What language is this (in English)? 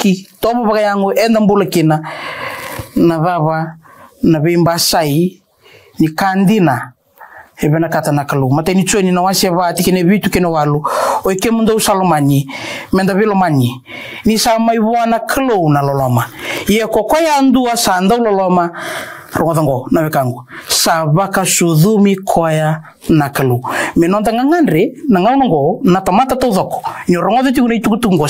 Fijian